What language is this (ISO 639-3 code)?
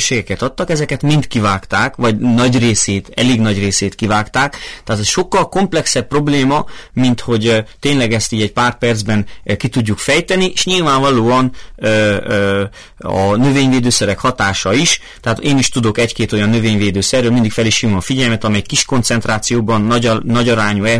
hun